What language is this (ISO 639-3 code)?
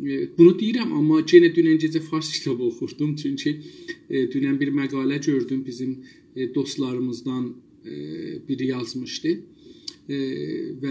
azb